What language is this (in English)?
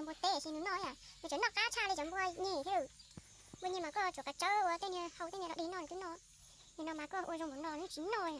Hmong